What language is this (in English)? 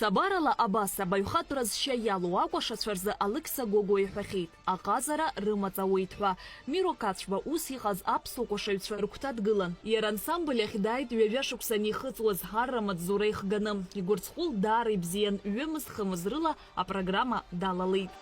Abkhazian